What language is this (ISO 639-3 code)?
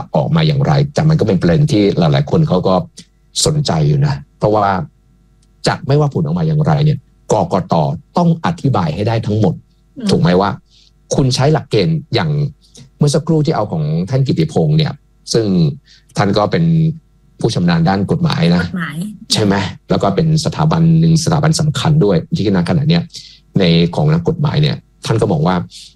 tha